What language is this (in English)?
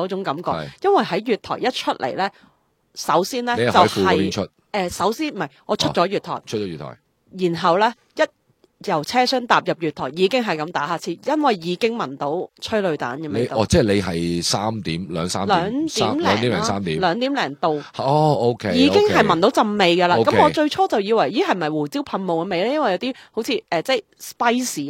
Cantonese